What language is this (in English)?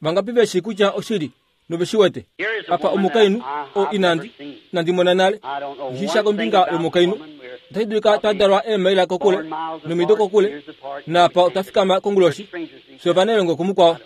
Kuanyama